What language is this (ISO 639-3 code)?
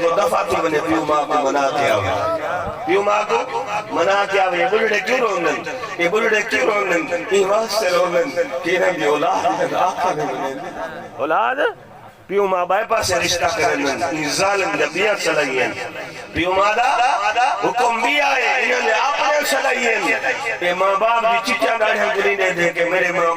skr